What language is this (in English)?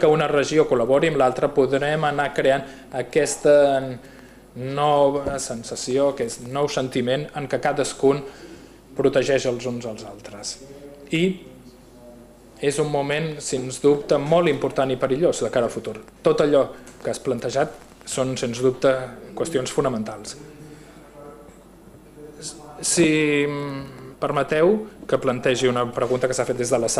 Catalan